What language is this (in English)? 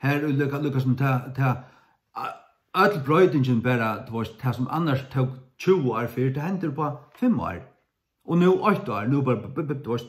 Faroese